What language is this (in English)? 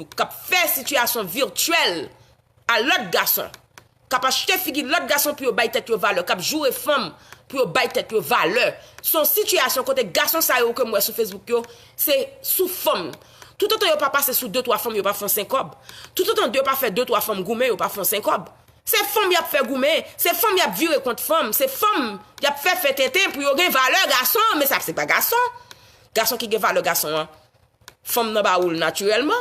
Haitian Creole